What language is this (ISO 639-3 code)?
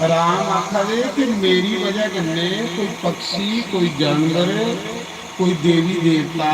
doi